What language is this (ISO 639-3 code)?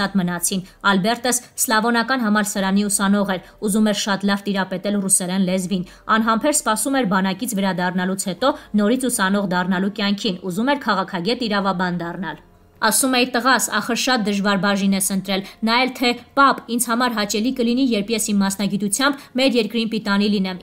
hye